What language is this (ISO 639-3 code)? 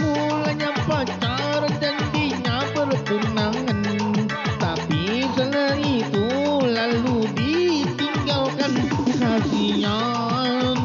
bjn